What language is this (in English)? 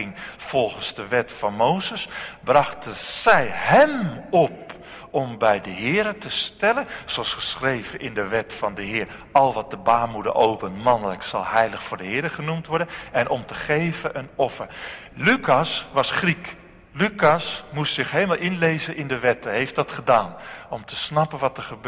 Dutch